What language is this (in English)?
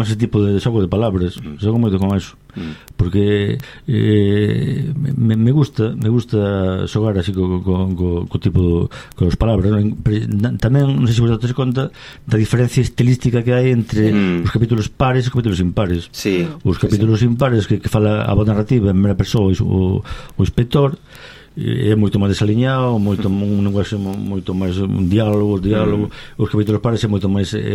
Galician